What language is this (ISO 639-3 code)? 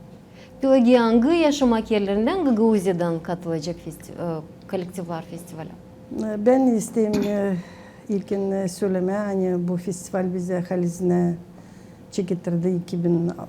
gag